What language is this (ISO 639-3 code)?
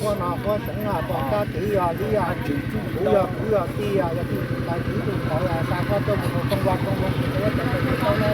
hmn